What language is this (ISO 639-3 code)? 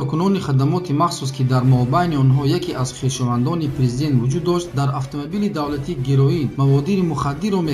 tgk